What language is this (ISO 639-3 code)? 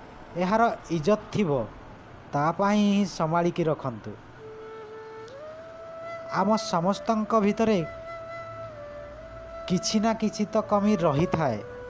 ori